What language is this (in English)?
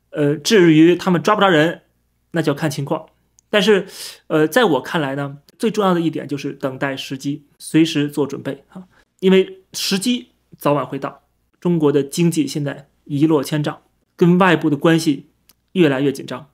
Chinese